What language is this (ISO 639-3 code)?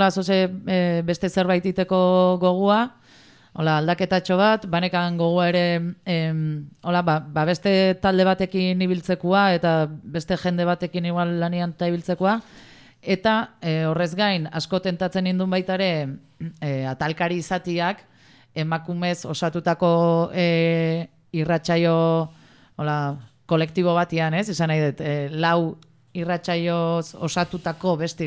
eus